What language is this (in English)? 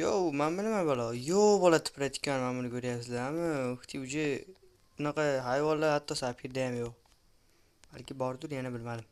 Uzbek